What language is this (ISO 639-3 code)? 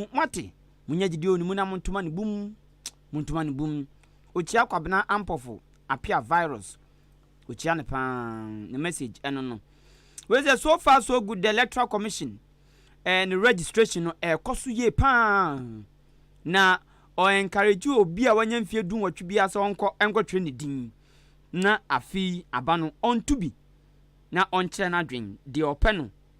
aka